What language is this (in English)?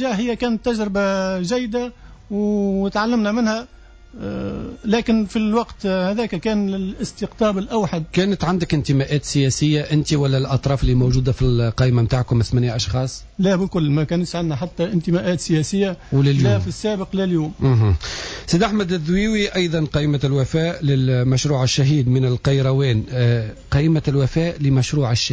Tunisian Arabic